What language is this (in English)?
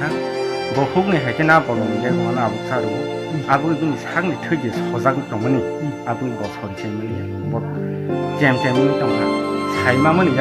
Kok Borok